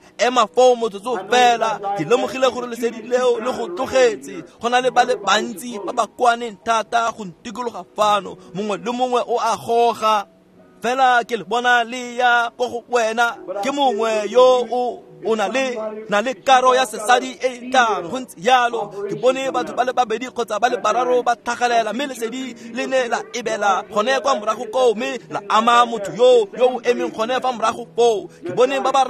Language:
Tswana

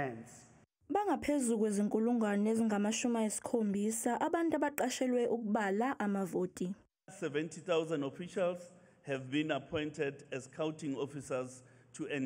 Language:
Zulu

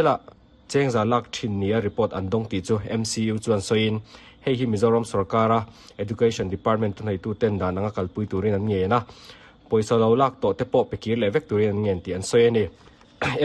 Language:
Mizo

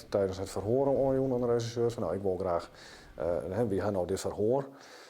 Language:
Western Frisian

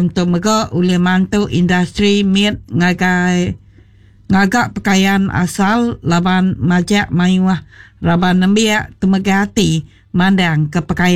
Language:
Iban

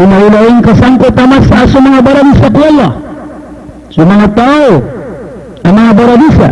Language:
Maranao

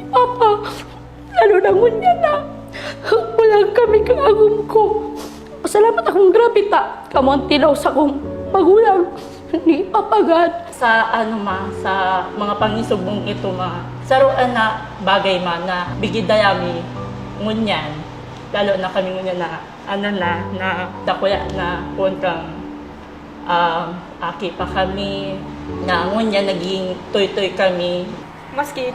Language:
Bikol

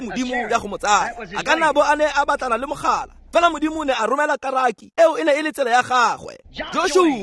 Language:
Tswana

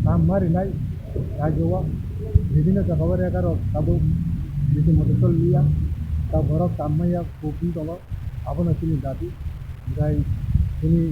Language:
Kok Borok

